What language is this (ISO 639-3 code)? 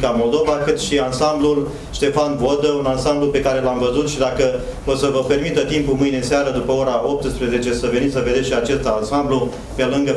ron